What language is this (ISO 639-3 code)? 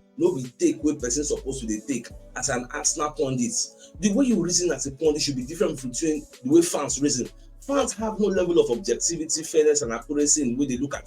pcm